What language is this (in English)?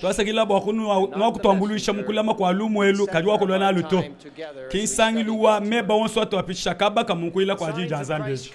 Luba-Lulua